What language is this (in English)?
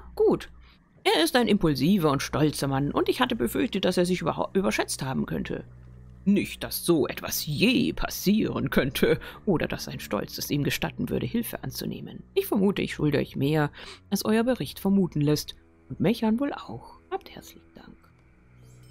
German